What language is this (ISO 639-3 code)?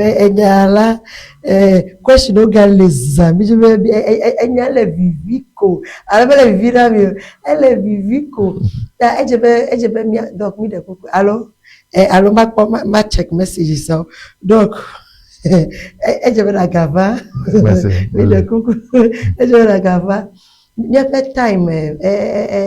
ewe